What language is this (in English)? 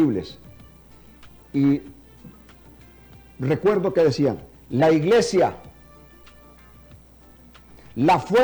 Spanish